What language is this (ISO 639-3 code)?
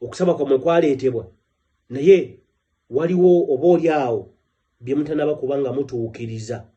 lug